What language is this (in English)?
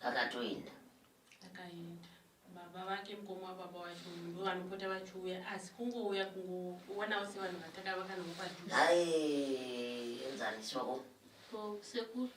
Shona